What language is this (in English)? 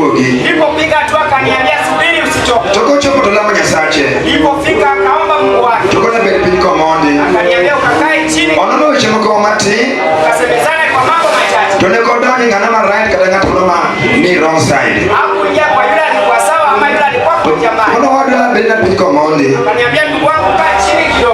Luo (Kenya and Tanzania)